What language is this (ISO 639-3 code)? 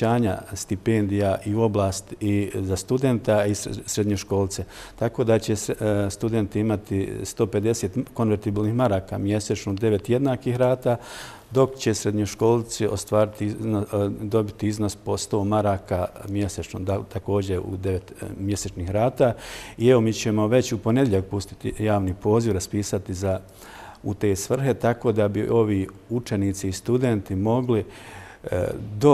bos